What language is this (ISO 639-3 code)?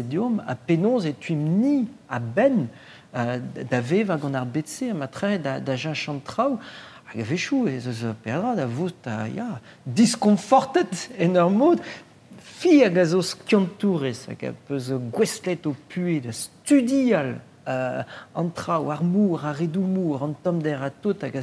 bre